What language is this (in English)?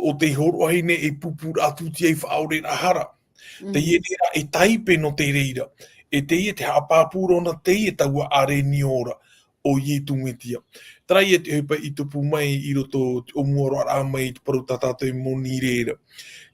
Tahitian